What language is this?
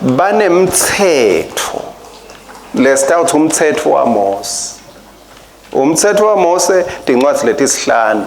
Swati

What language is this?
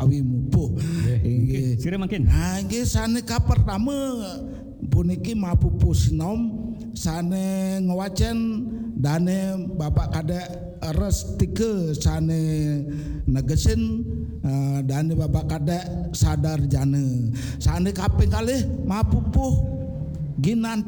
Balinese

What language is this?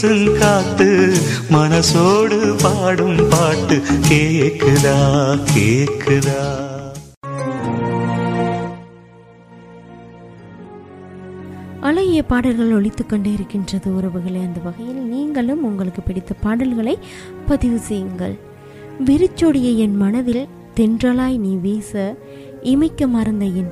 Tamil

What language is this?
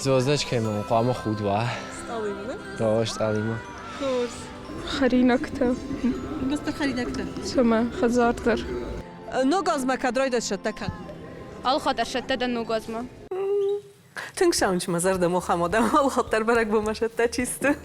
Ossetic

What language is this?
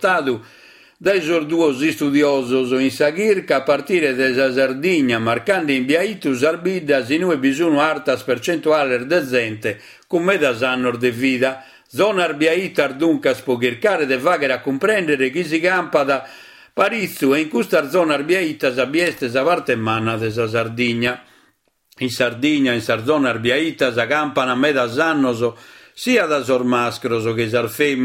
Sardinian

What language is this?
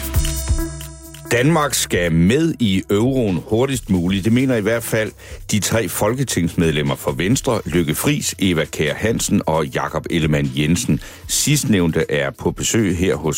Danish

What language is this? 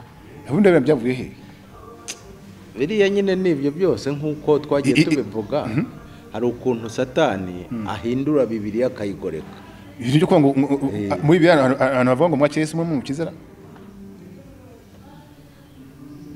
Kinyarwanda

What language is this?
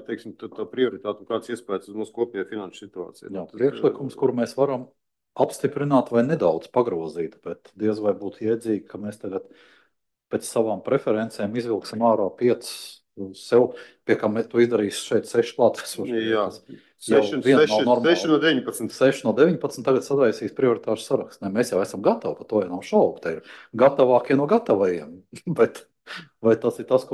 Latvian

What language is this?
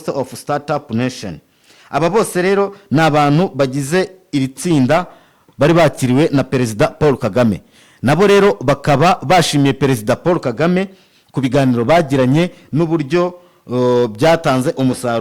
Kinyarwanda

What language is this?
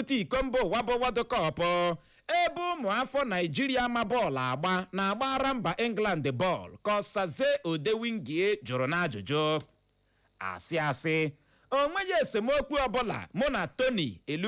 Igbo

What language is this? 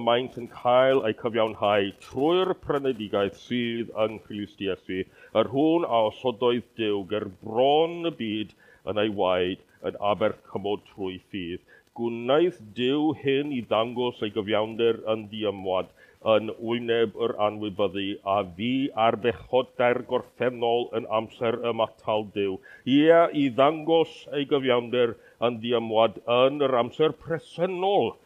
Welsh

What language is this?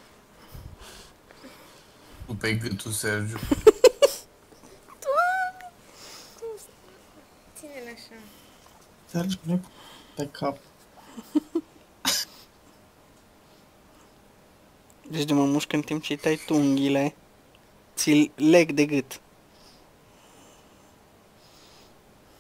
Romanian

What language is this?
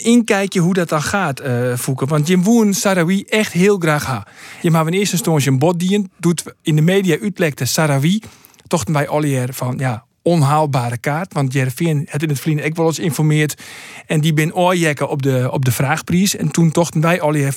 Western Frisian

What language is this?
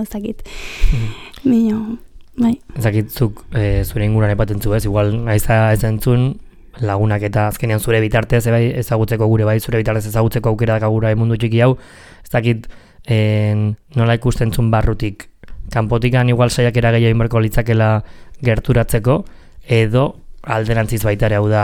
Basque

